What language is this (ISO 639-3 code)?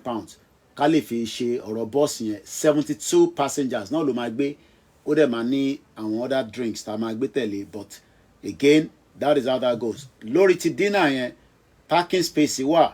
yor